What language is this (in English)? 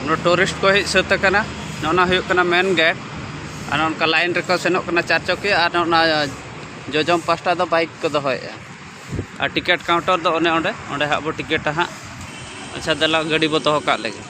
Santali